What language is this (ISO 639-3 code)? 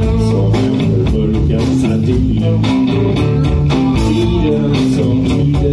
swe